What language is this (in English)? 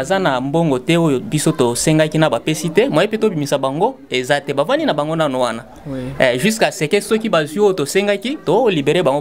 Lingala